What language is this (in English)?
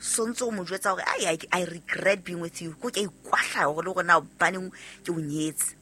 Southern Sotho